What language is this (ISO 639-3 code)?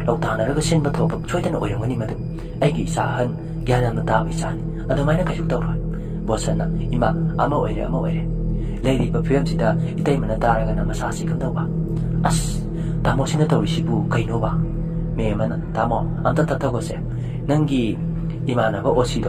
mni